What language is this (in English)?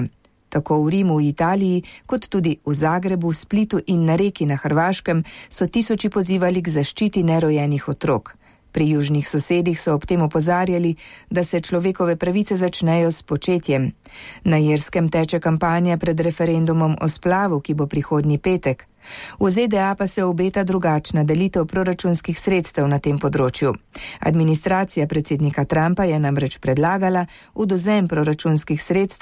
Slovenian